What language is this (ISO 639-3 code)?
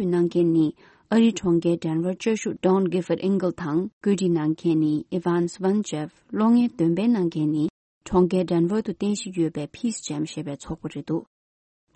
bod